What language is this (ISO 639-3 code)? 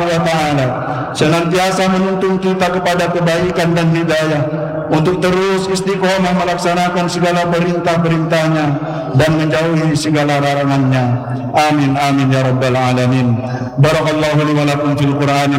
ind